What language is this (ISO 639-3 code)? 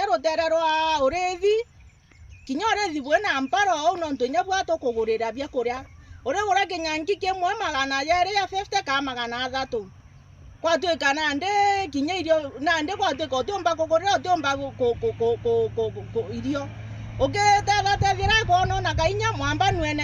mer